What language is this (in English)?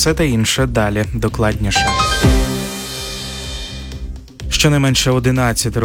Ukrainian